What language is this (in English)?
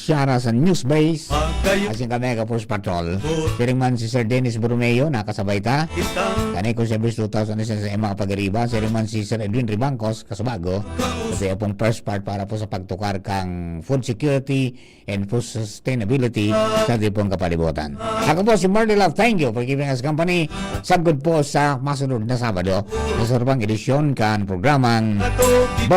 Bikol